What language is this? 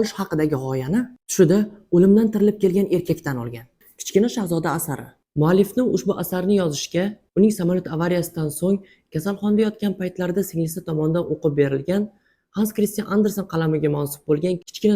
Uzbek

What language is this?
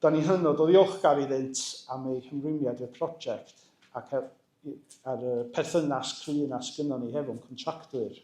Welsh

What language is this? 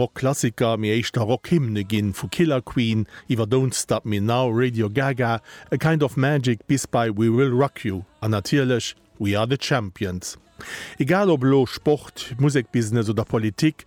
Luxembourgish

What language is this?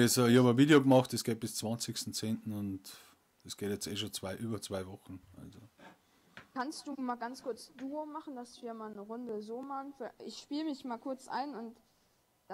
Bavarian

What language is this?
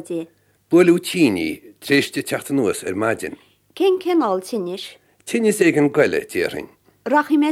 Irish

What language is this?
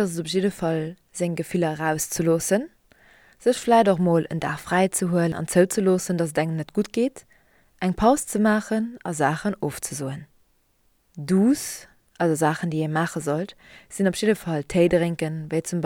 Luxembourgish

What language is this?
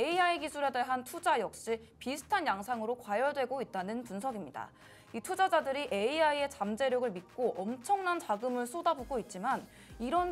Korean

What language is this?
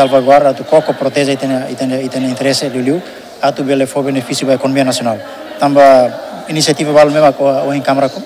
Tetum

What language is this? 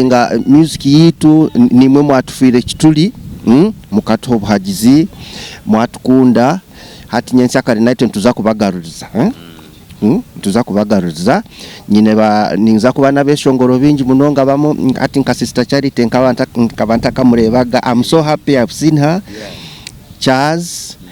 Nyankole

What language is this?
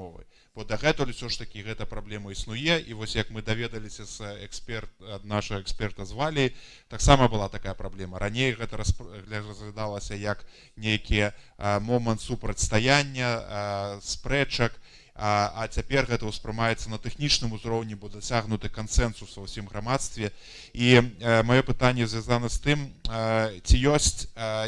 Belarusian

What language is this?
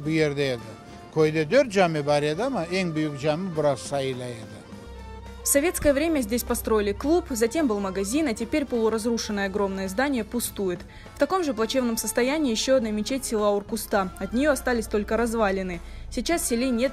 Crimean Tatar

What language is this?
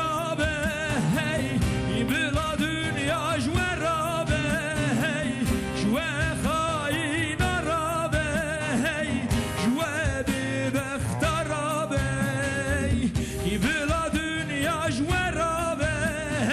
Kurdish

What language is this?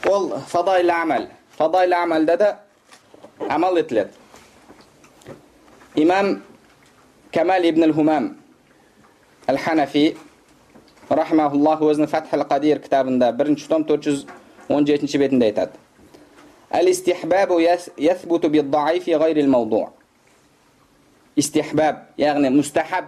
Kazakh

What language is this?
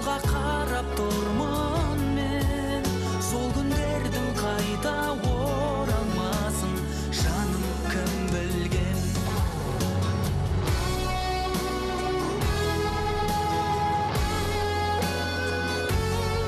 Kazakh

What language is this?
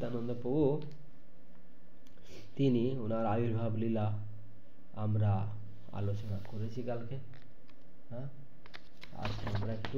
Bangla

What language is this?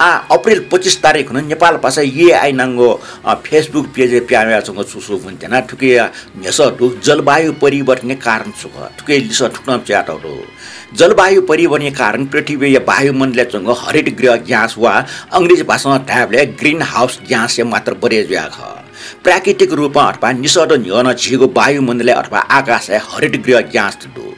Newari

